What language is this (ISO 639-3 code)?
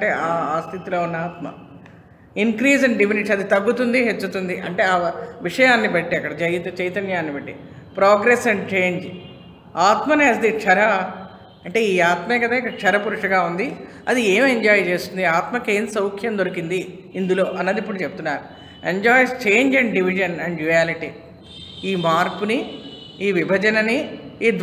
tel